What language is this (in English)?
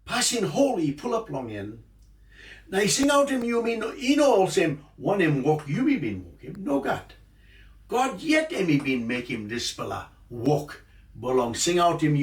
Tok Pisin